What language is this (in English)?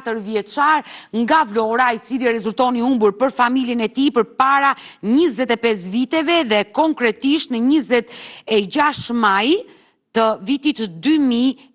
Albanian